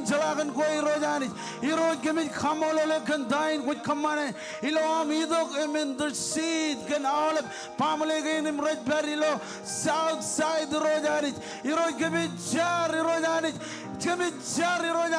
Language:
Marshallese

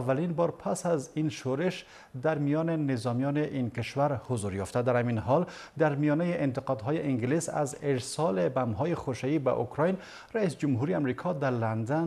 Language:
Persian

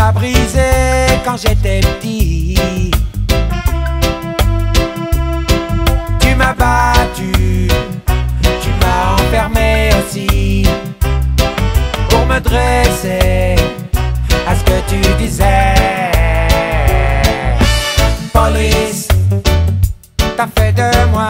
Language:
French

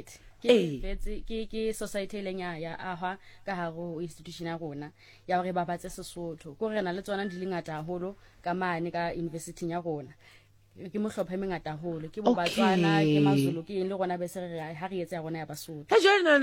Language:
Southern Sotho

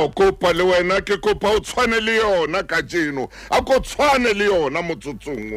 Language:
Southern Sotho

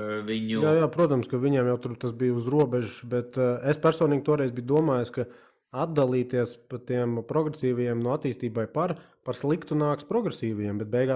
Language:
Latvian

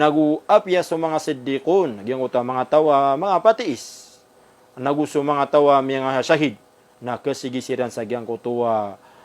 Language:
Maranao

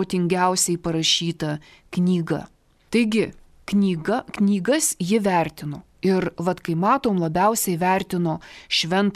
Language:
Lithuanian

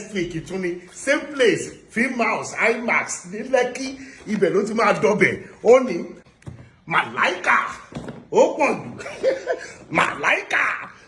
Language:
Yoruba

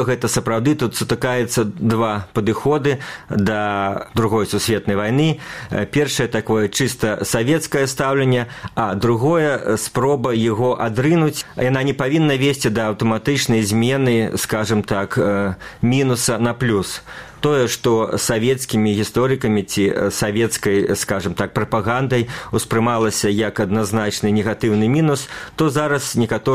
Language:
Belarusian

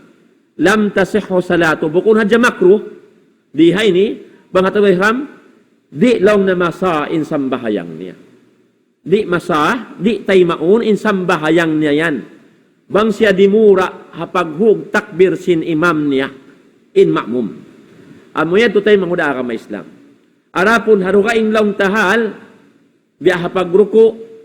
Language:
Tausug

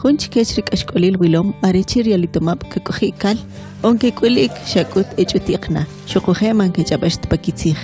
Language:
Kʼicheʼ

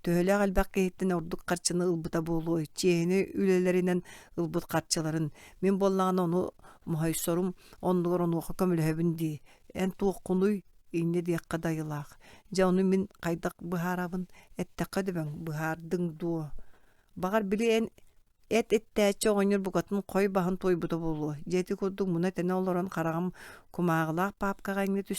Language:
Yakut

